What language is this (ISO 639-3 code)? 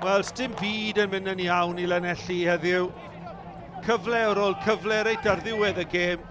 cym